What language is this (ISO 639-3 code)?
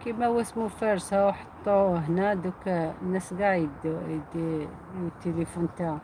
arq